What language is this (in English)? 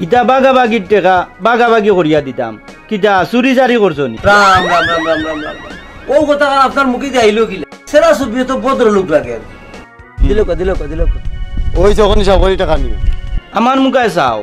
Sylheti